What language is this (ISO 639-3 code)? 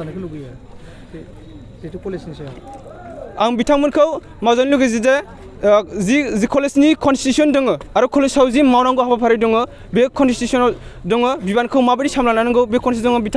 brx